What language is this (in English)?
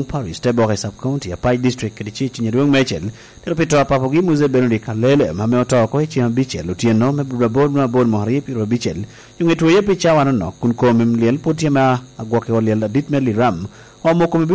Lango (Uganda)